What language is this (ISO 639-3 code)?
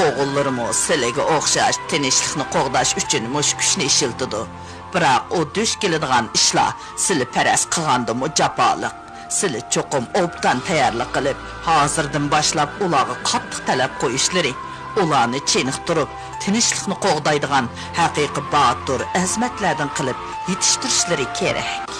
uig